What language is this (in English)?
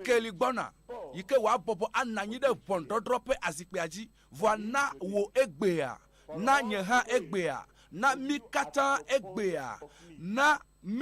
Ewe